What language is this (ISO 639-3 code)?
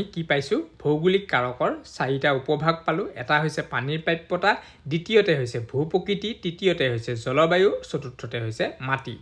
asm